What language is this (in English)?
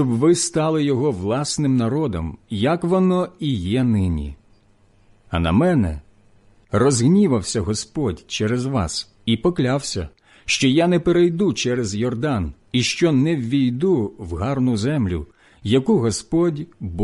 Ukrainian